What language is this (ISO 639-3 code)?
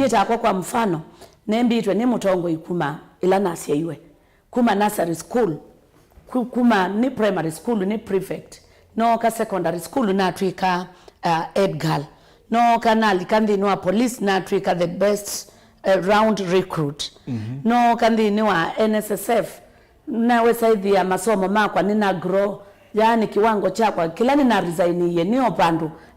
kam